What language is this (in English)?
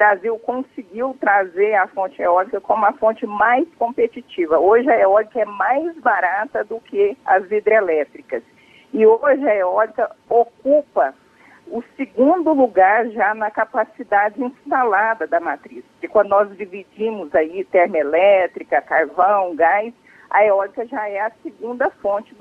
Portuguese